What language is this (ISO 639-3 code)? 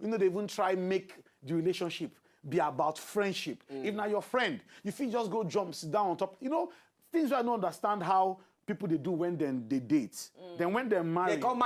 pcm